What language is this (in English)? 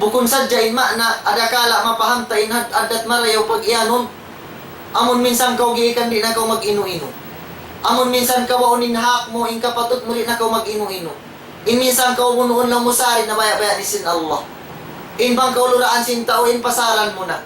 Tausug